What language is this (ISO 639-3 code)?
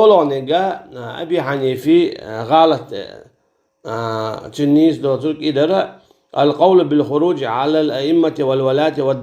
che